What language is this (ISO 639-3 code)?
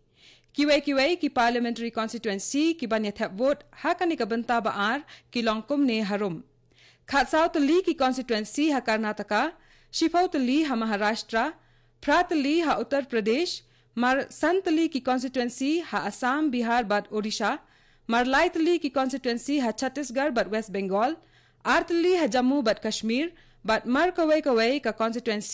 kha